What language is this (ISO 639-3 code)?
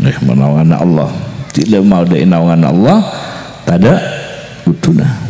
mad